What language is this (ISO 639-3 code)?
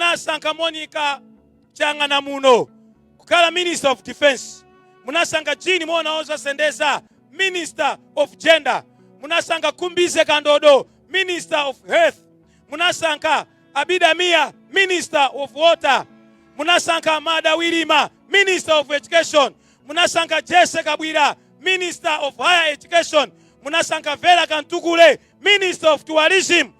nya